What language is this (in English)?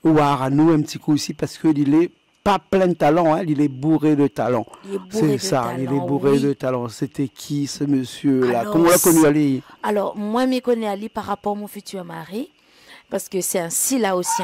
Réunion Creole French